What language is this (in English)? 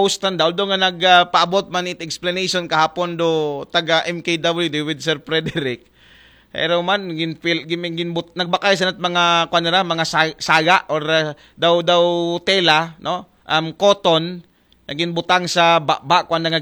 Aklanon